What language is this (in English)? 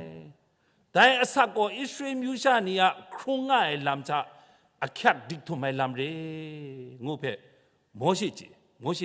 Kachin